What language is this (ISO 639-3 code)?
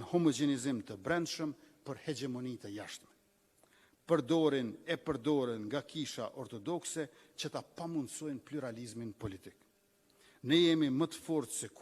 sqi